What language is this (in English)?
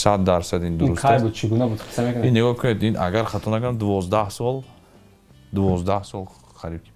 Tajik